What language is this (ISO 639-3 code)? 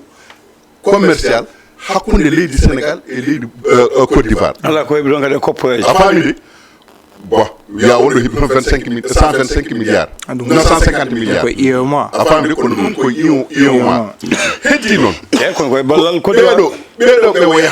ful